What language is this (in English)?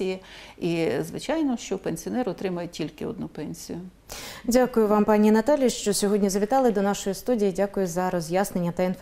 Ukrainian